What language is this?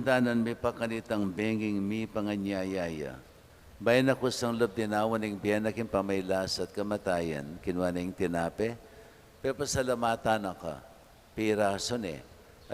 Pampanga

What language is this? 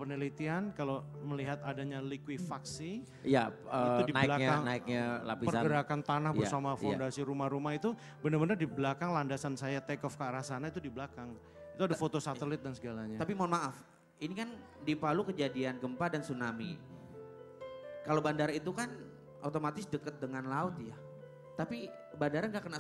Indonesian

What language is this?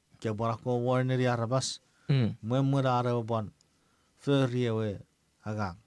Chuukese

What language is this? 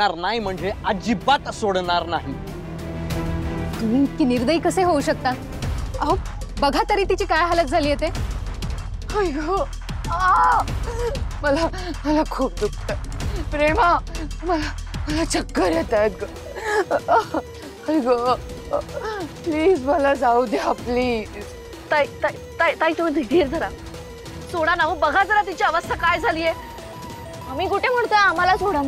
Marathi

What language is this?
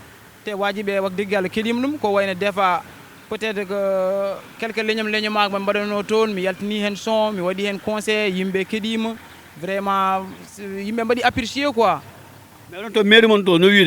Fula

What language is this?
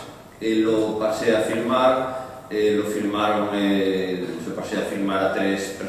Catalan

